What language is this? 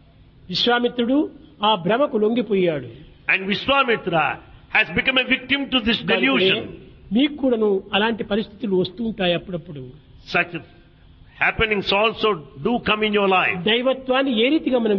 Telugu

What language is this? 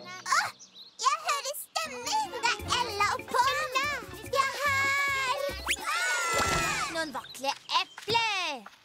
Norwegian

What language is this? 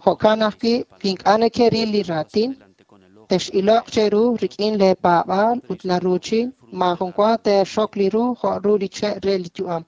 Kekchí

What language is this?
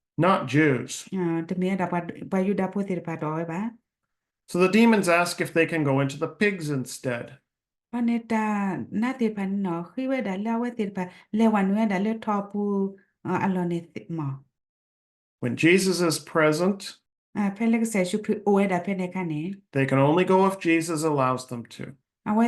S'gaw Karen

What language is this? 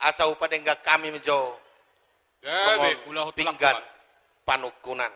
Batak Toba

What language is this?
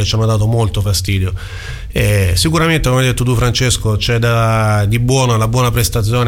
Italian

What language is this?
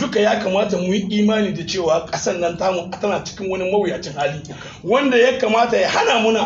Hausa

